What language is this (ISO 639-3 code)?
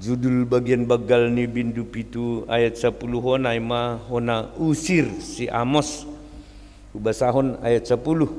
bts